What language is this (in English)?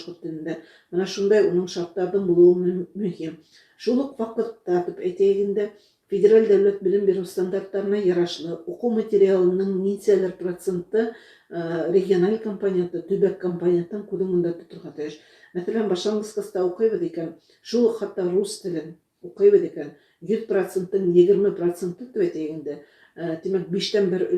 Bashkir